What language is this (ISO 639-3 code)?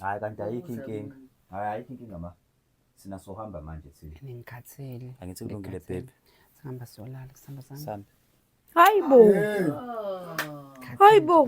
zul